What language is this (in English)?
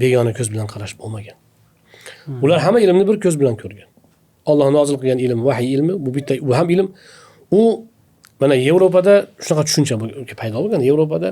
Uzbek